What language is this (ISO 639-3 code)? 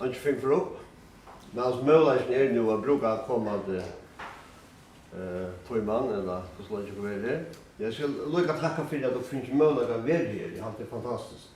fao